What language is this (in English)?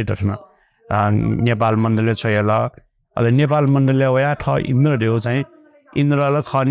Newari